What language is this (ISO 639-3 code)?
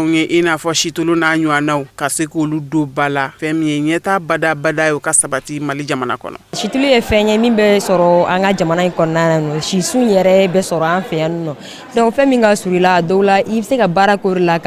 bam